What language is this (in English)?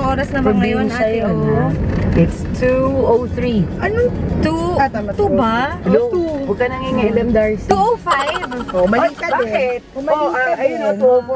Filipino